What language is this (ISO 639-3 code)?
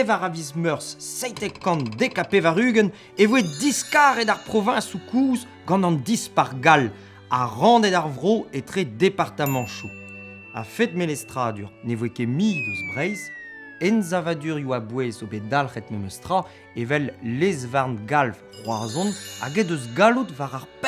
bre